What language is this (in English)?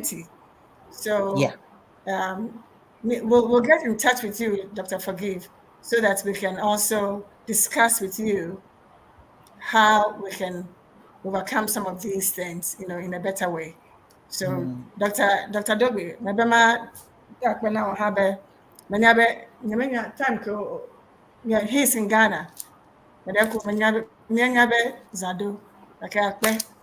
Ewe